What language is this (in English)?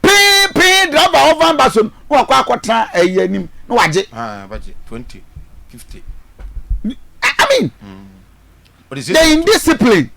Akan